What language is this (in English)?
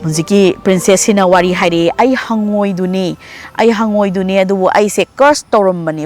Manipuri